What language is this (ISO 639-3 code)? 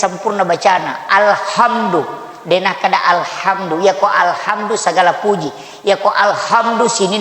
bug